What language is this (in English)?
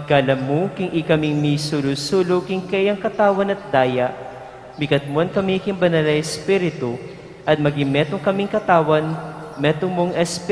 Pampanga